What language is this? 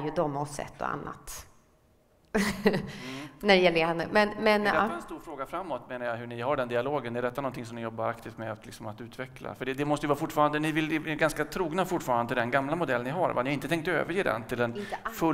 Swedish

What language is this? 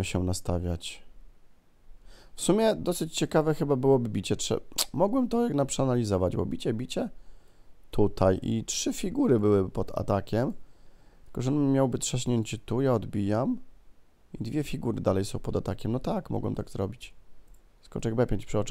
Polish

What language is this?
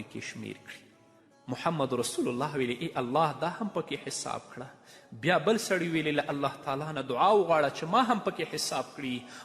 Pashto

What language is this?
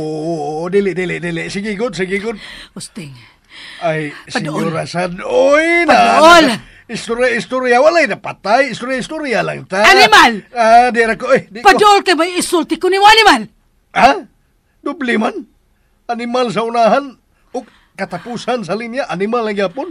Cebuano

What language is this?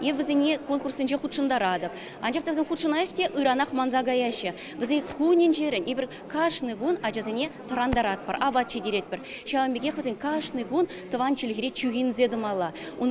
Chuvash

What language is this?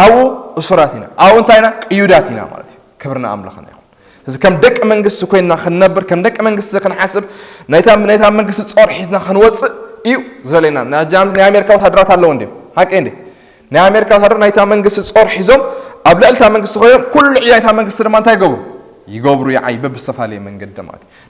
Tigrinya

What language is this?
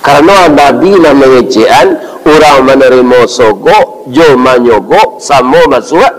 Minangkabau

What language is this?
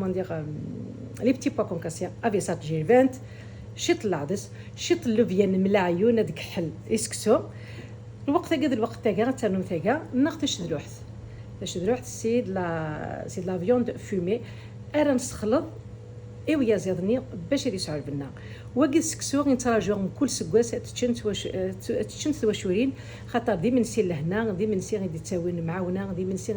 Kabyle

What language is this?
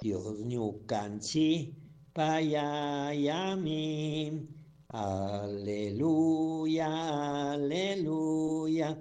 Chimborazo Highland Quichua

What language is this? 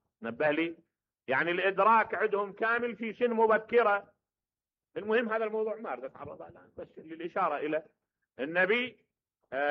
Mesopotamian Arabic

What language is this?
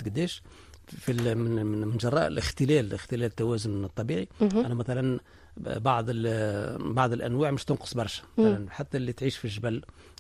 Tunisian Arabic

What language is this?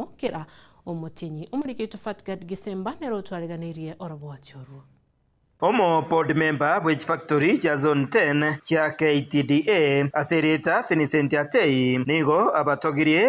Gusii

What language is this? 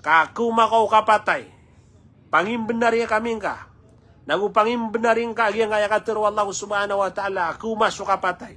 Maranao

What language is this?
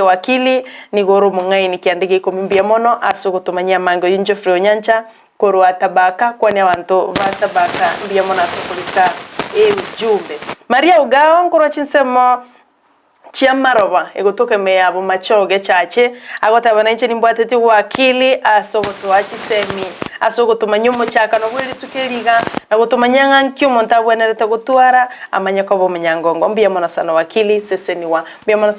Gusii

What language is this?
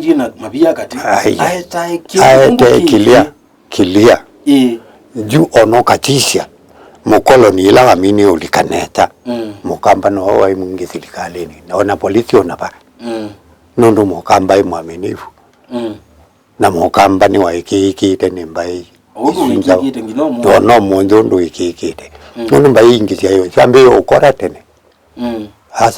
Kamba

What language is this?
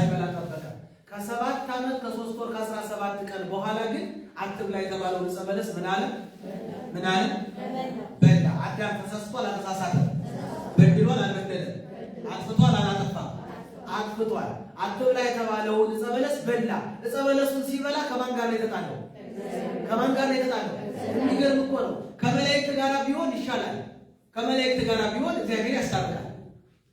Amharic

